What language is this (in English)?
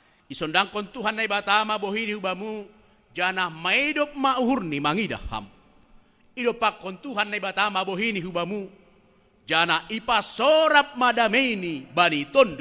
Batak Simalungun